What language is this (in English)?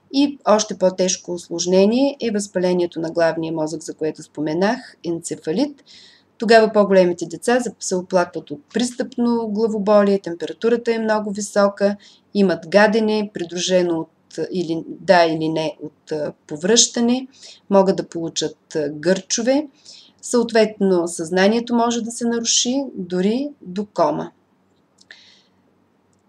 Bulgarian